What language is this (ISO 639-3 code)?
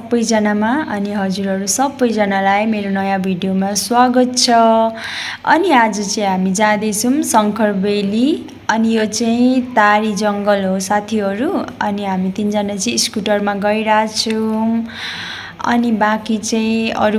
nep